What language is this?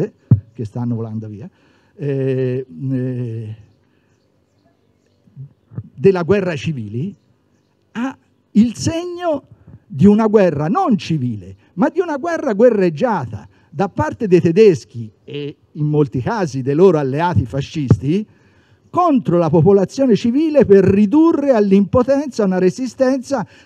Italian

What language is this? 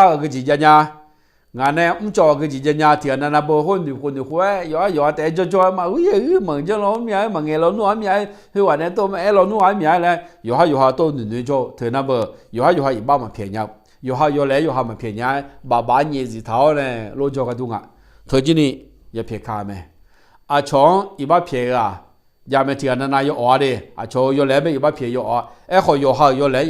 Akha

